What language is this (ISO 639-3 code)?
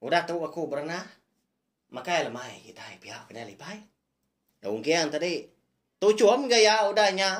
iba